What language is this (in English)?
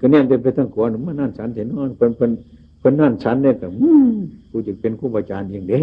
Northeastern Thai